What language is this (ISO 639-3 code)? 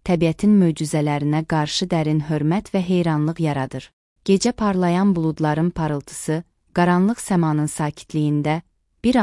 aze